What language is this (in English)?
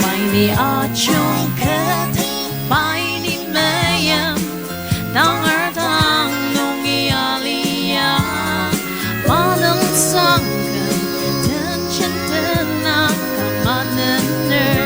Ao Naga